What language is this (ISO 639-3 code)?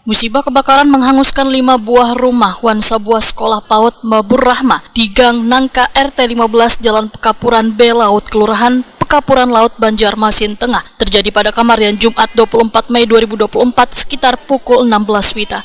bjn